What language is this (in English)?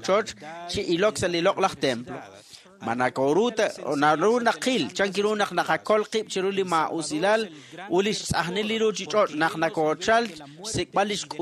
Kekchí